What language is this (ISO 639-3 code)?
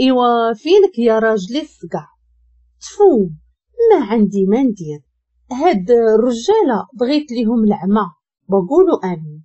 ary